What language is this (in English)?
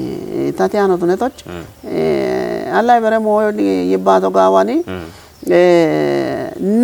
Kafa